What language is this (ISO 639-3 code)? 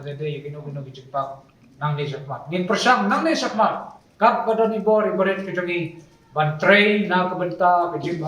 kha